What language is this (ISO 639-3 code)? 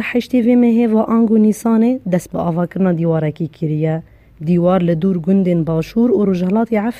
kur